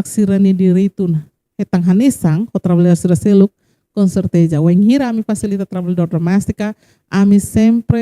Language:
Tetum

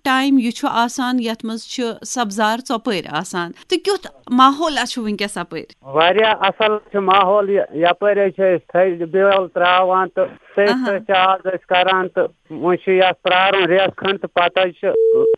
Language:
Kashmiri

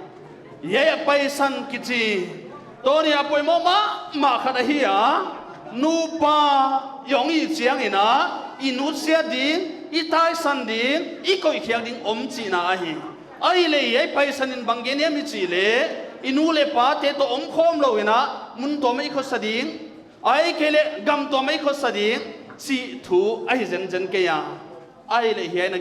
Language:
Paite Chin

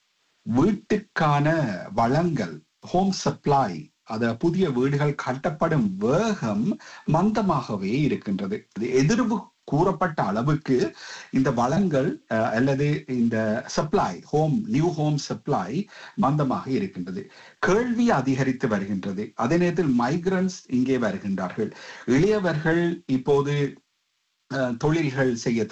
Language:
Tamil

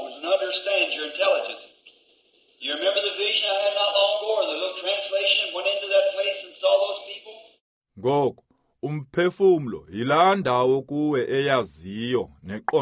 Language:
Xhosa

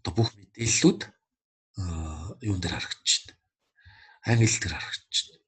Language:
Mongolian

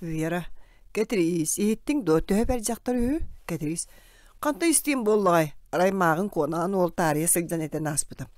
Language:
Yakut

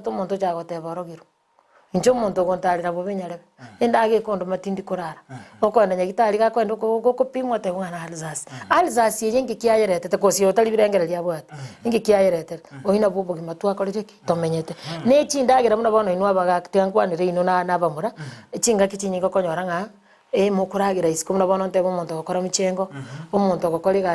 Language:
Gusii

